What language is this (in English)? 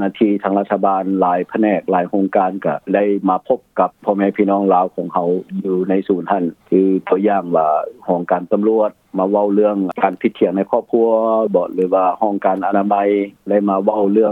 Lao